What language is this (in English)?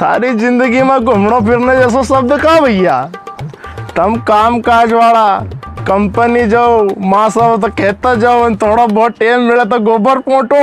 Rajasthani